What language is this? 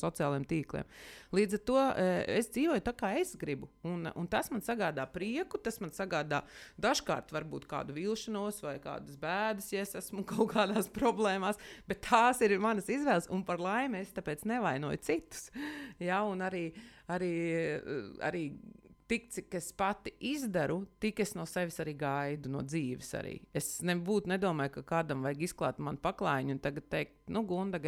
Latvian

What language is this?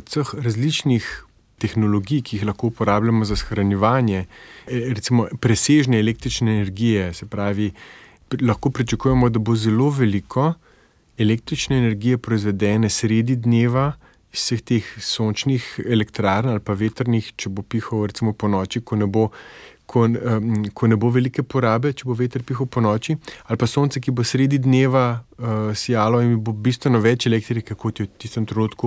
Slovenian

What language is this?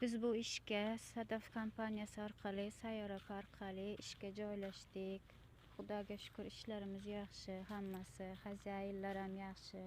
Uzbek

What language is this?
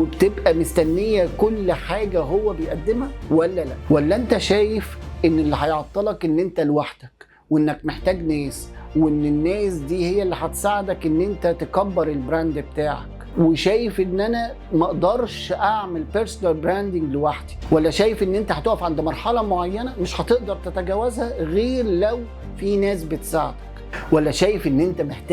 Egyptian Arabic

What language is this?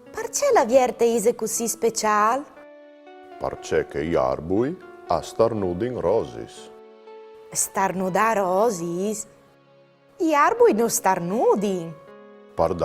Friulian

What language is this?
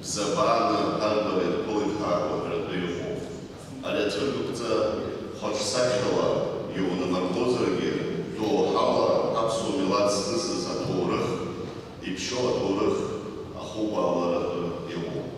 Abkhazian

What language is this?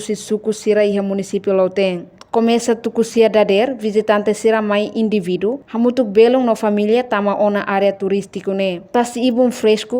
Tetum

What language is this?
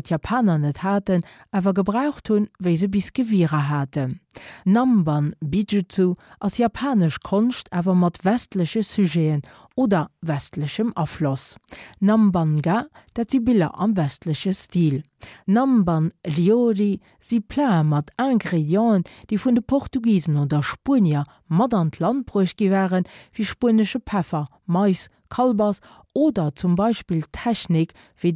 Luxembourgish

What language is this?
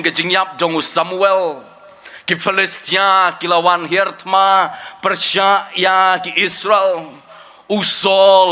Khasi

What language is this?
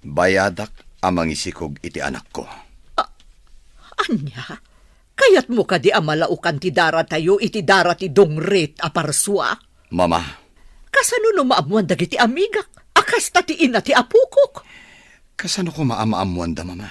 Iloko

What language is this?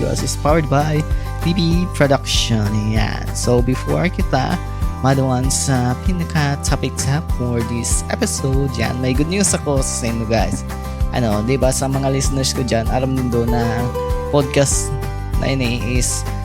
Bikol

